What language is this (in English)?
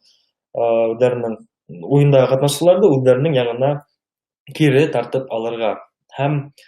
Bashkir